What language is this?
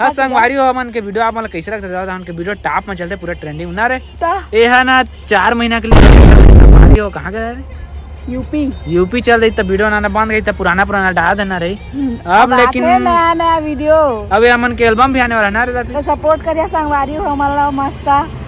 Chhattisgarhi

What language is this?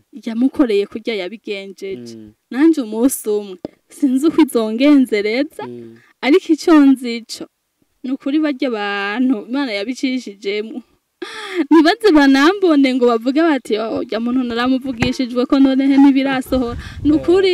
Rundi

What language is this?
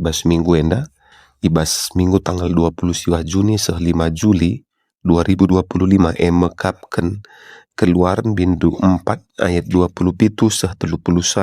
Batak Karo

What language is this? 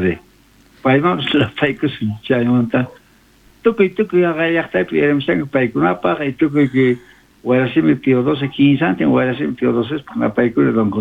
South Bolivian Quechua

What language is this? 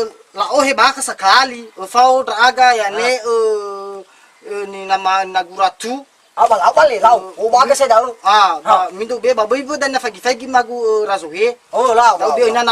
Nias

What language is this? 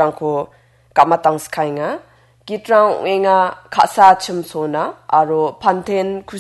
Garo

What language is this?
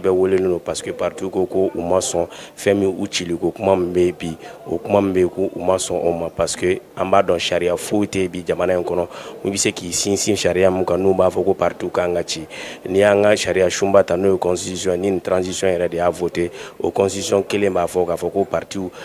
Bambara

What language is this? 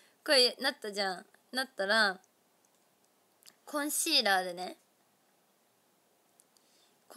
Japanese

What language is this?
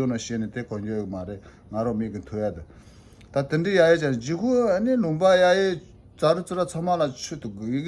Tibetan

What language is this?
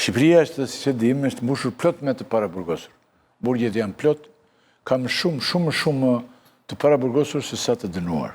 Albanian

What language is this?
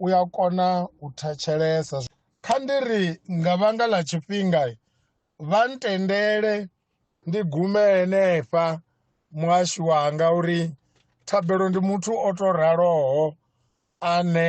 Venda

